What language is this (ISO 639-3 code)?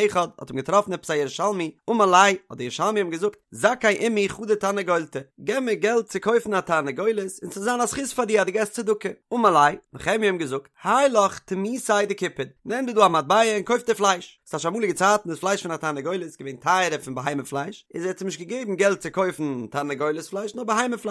yid